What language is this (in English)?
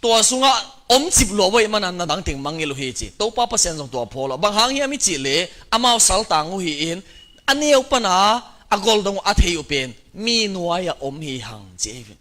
Tedim Chin